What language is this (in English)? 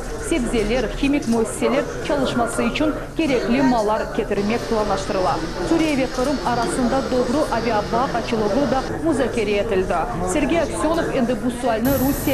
Crimean Tatar